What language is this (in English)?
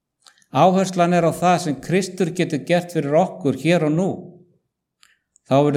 Icelandic